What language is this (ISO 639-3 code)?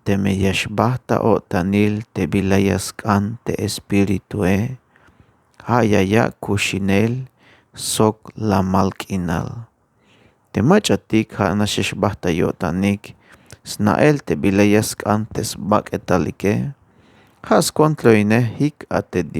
tzh